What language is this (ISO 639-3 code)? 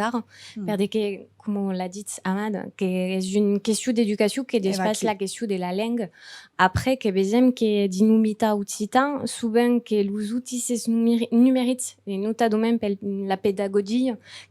oci